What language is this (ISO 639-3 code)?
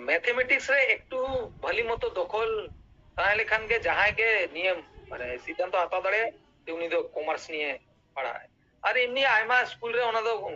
sat